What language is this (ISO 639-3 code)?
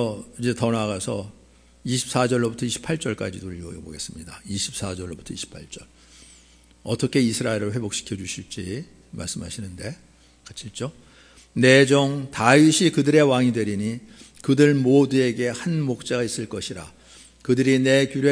kor